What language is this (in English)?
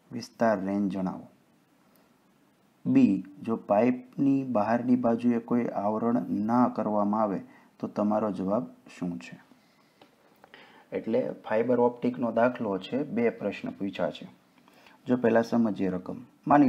Gujarati